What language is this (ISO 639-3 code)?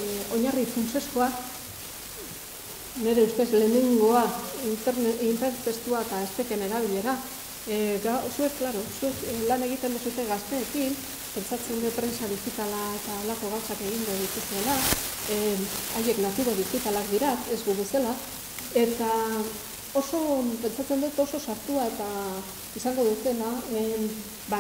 eus